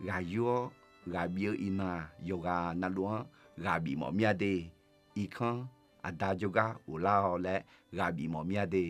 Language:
Akha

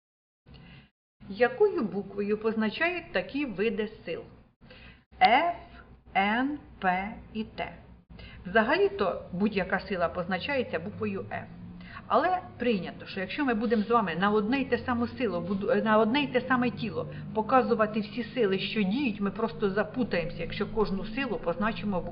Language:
Ukrainian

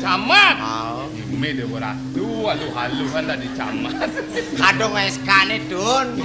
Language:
Balinese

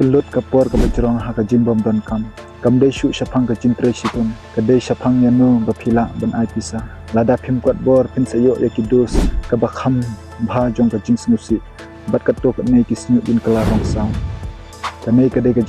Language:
Khasi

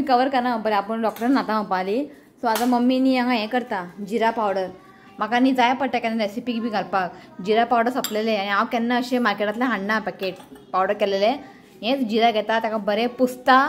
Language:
Konkani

